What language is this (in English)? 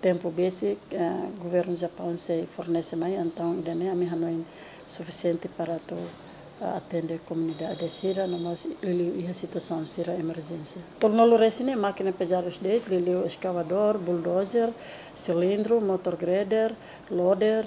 Tetum